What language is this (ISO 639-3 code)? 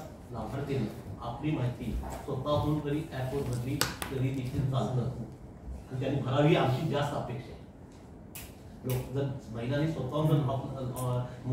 mar